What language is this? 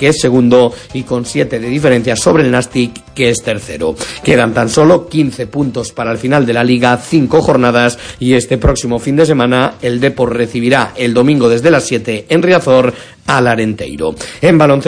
Spanish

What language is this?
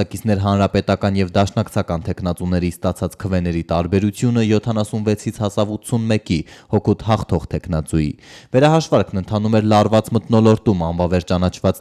Armenian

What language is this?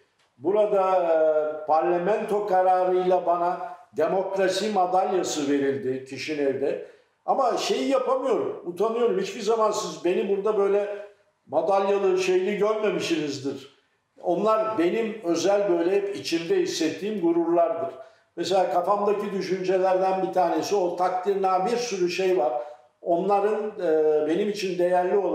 Gagauz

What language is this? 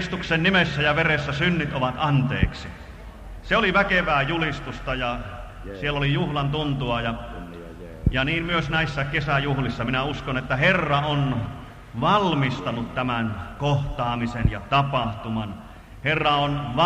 Finnish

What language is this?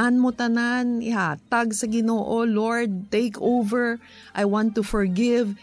Hiligaynon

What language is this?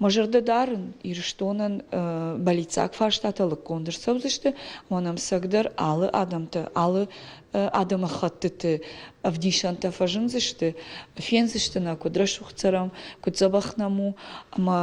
Ossetic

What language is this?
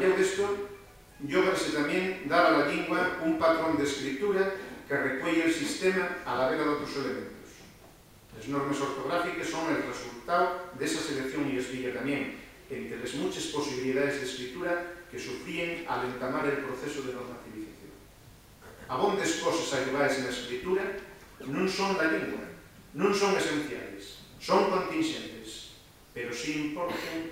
Asturian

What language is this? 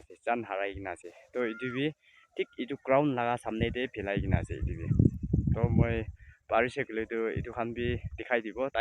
Naga Pidgin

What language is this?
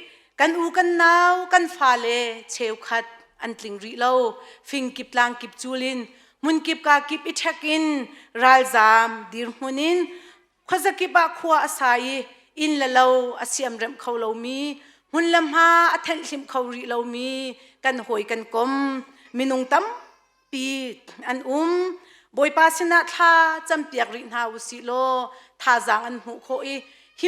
Hakha Chin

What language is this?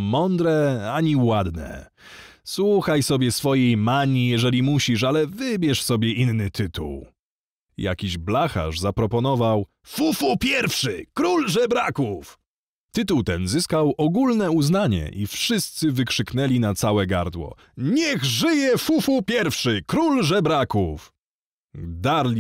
Polish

